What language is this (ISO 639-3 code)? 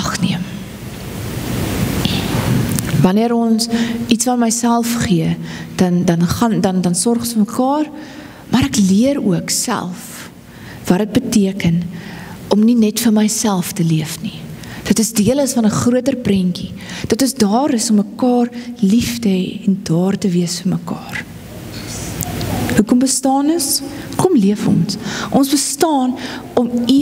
afr